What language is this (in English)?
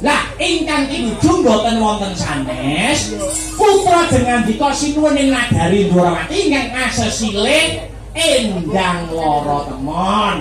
Javanese